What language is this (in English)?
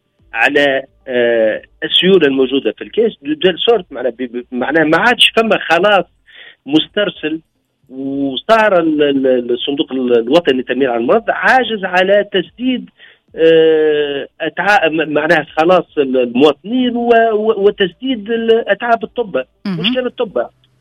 Tunisian Arabic